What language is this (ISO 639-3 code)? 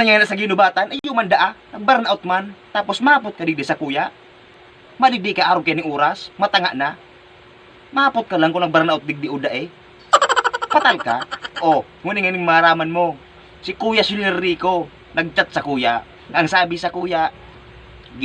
bik